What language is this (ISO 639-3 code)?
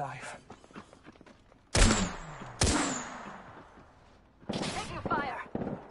eng